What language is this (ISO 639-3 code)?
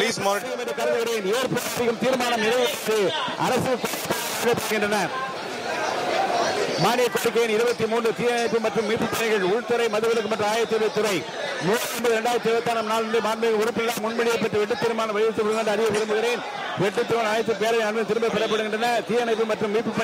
tam